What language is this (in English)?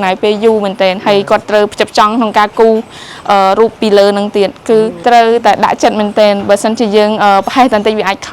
Khmer